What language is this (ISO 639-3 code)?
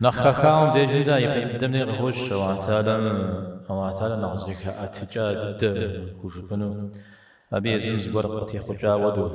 kbd